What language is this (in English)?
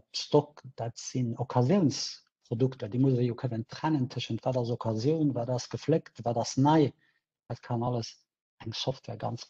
Luxembourgish